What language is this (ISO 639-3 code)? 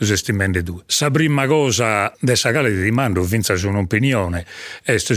srd